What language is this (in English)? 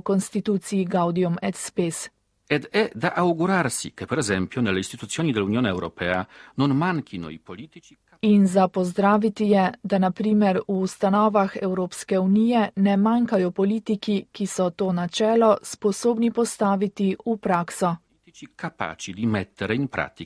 Slovenian